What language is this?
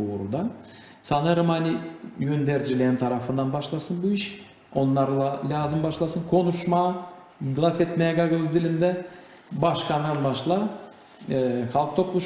Gagauz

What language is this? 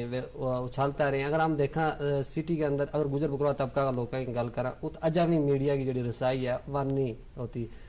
Gujari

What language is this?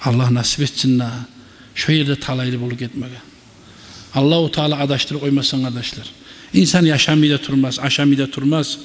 Kumyk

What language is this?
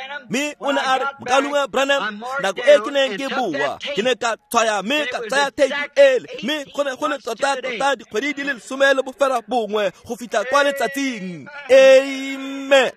Tswana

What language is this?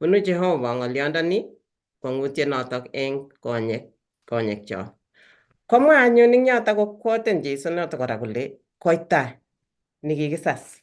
Kalenjin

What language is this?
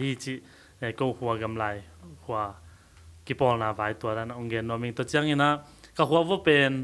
Tedim Chin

